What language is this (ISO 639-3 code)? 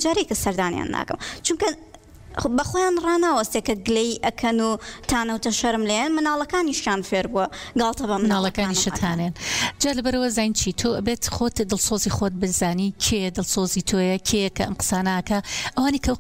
ckb